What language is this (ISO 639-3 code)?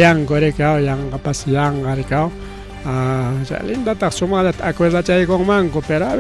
quy